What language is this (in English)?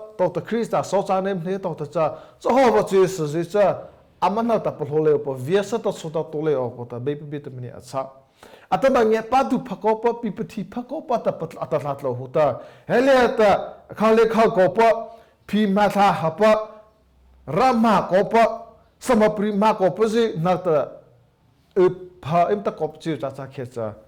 Mara Chin